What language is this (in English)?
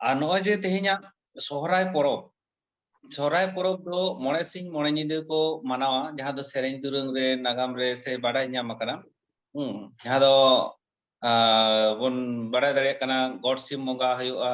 Santali